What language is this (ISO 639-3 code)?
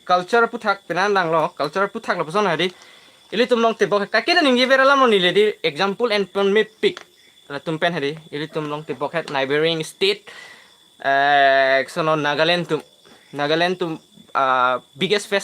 mjw